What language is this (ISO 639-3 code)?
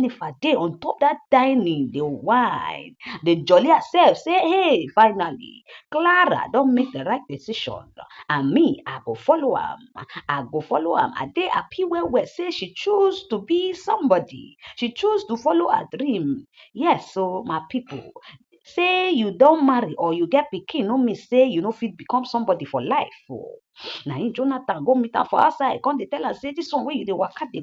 pcm